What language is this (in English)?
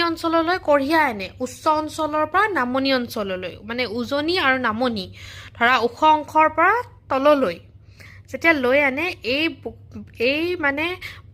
Assamese